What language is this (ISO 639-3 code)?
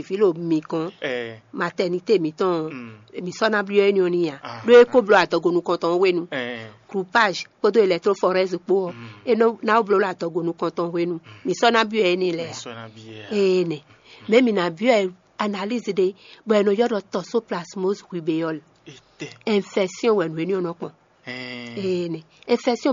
fon